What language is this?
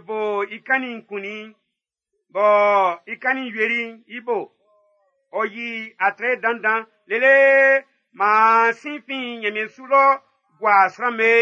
Baoulé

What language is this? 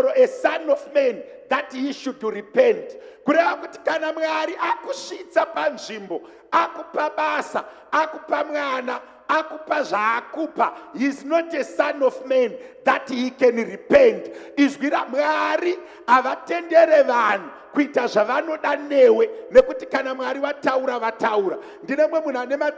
Shona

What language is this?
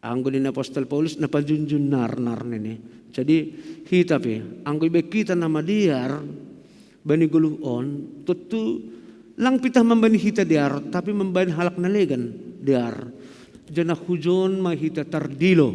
Batak Simalungun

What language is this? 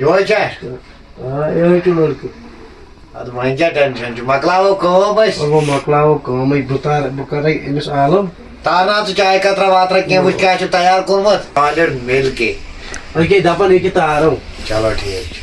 Kashmiri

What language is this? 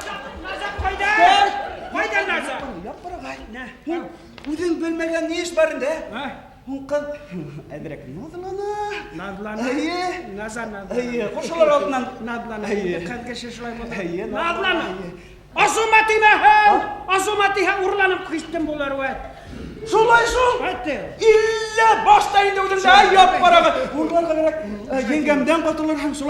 Bashkir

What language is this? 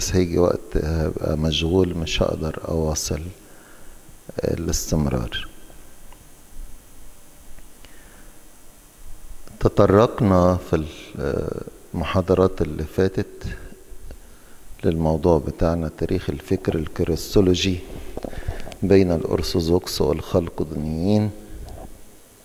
Egyptian Arabic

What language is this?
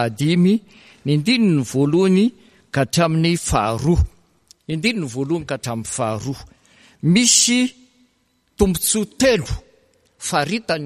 Malagasy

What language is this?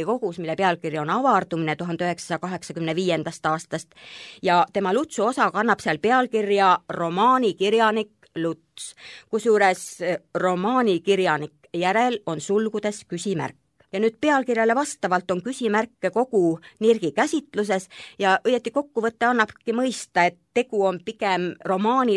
Estonian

